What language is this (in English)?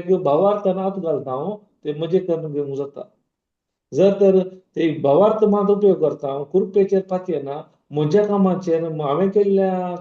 Konkani